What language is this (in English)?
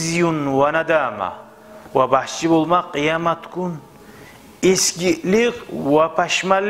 Kumyk